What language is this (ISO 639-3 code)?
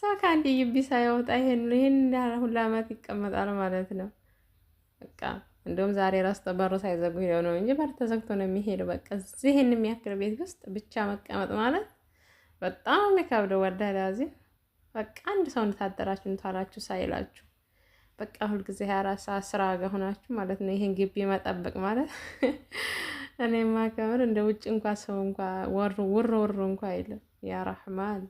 amh